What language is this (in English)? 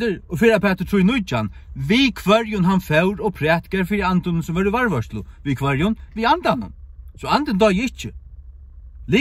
Faroese